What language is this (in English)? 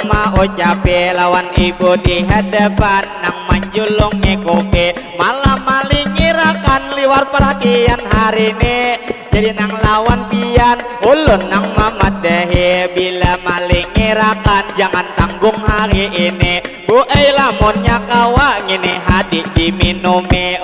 Banjar